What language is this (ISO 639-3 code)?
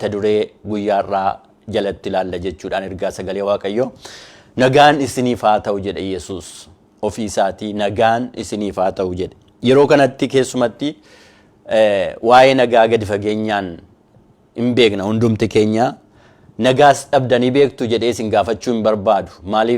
orm